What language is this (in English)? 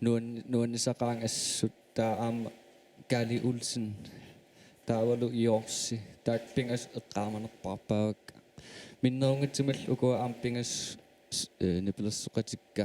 Kalaallisut